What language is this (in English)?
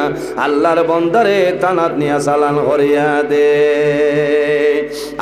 Sylheti